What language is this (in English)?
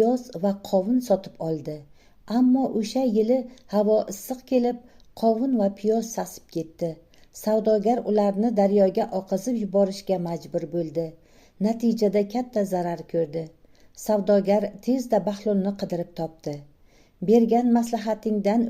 Uzbek